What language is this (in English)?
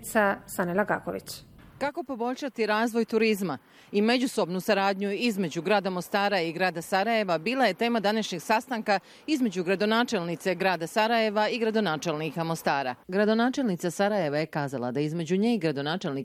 Bosnian